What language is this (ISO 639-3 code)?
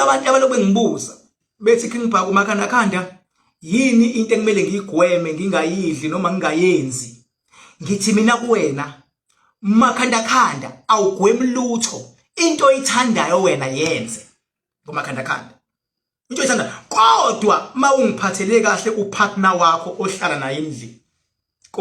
zul